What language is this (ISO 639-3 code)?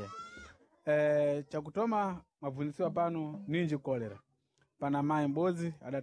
seh